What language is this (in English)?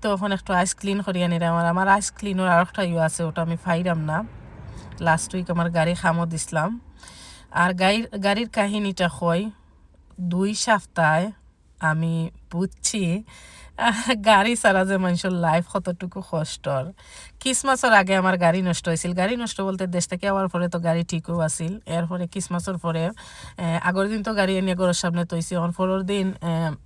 Sylheti